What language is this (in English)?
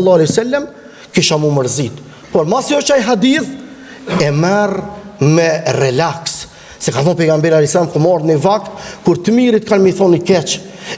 Albanian